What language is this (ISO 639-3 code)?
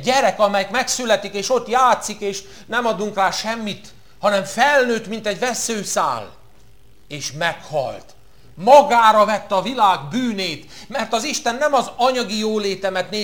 hun